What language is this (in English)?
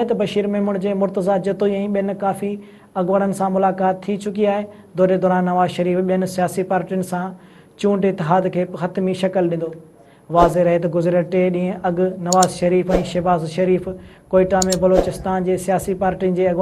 Sindhi